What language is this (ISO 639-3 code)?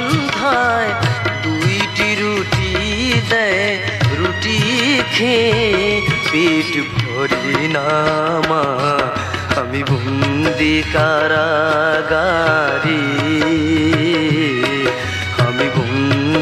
ben